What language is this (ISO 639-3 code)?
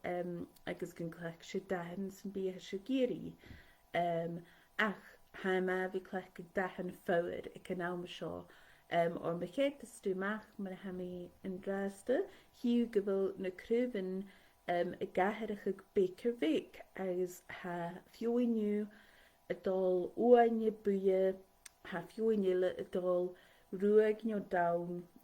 gla